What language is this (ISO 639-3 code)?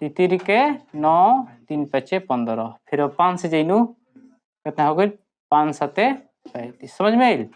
bho